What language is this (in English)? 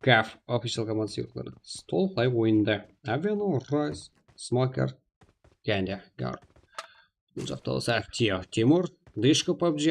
Kara-Kalpak